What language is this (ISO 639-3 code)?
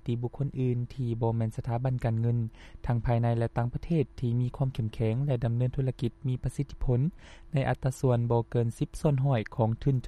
lao